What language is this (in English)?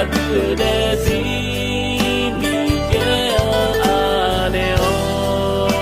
Akha